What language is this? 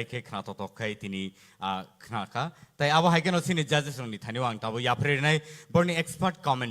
Kok Borok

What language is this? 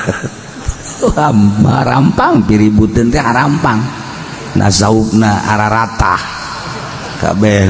Sundanese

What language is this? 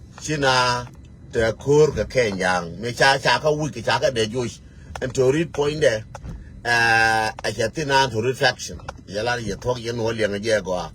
Nuer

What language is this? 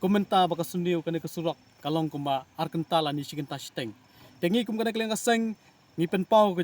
Khasi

